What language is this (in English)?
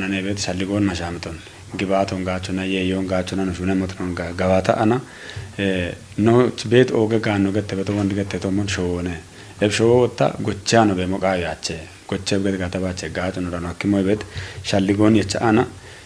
Kafa